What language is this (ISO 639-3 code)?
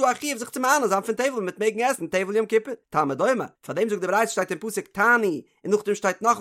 yid